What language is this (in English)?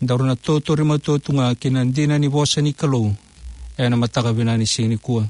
Fijian